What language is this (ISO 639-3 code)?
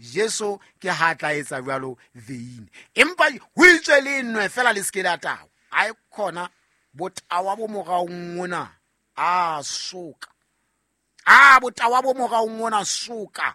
sot